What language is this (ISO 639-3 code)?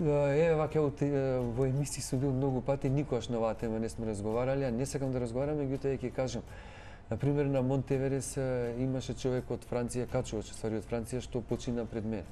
mkd